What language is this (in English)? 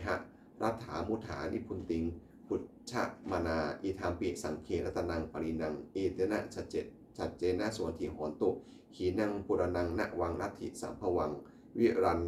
Pali